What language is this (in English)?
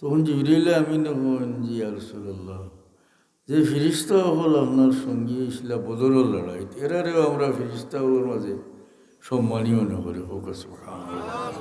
Sylheti